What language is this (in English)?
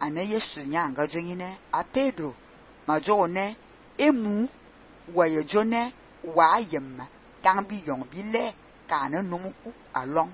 Fang